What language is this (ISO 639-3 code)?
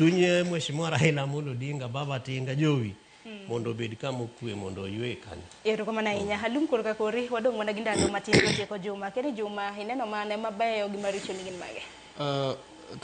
luo